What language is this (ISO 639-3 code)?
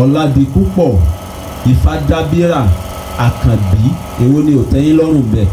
yor